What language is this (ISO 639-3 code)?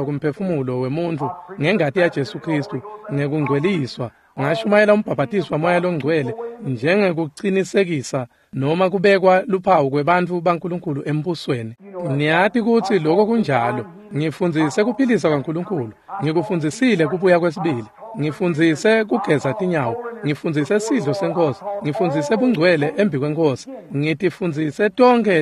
ssw